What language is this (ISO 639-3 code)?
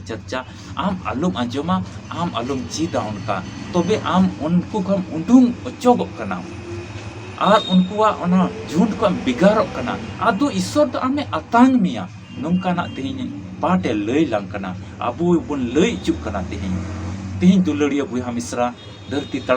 sat